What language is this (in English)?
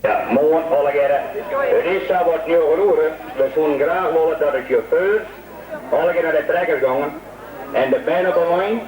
Western Frisian